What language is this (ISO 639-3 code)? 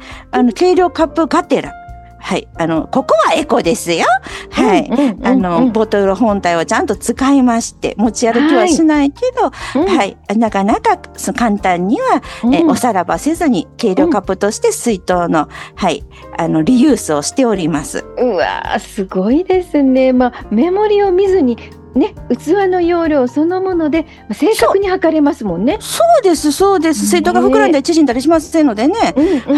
jpn